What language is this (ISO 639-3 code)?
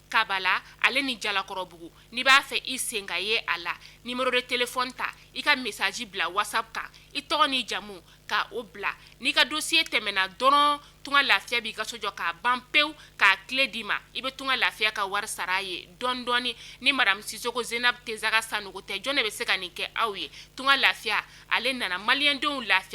bam